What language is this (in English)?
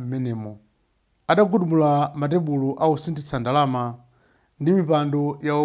Nyanja